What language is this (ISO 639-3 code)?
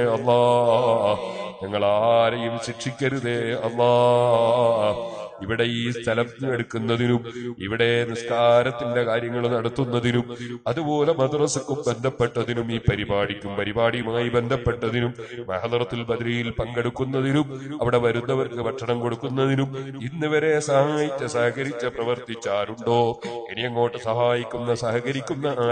mal